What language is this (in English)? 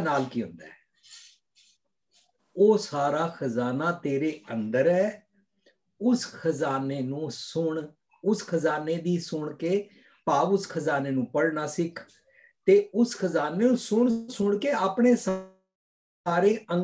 Punjabi